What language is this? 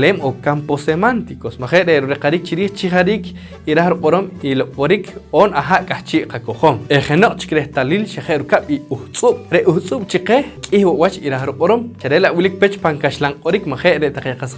Poqomchi'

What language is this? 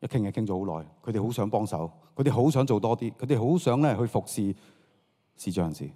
Cantonese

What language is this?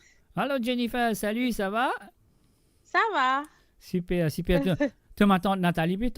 Morisyen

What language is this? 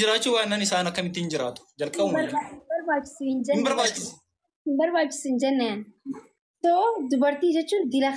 Oromo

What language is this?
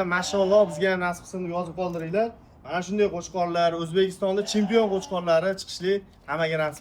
Uzbek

